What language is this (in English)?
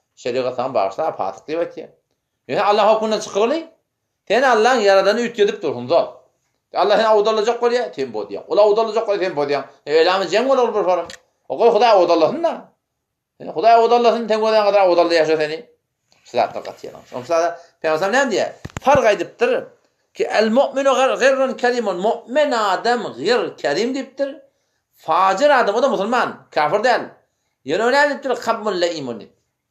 Turkmen